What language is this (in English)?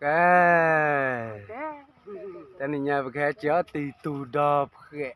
S'gaw Karen